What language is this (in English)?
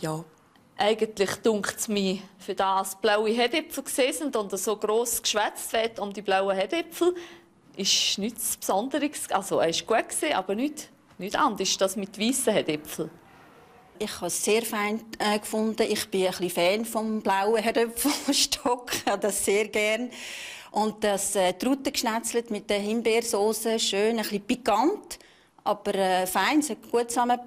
Swiss German